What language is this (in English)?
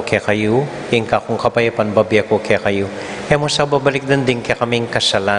Pampanga